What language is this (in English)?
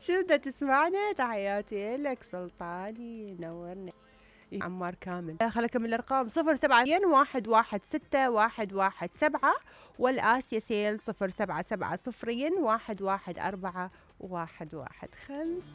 Mesopotamian Arabic